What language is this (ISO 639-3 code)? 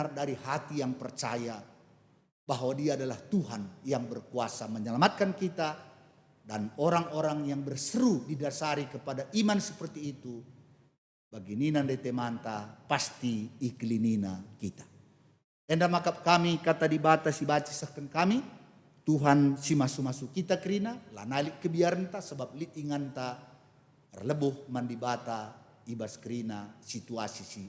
btx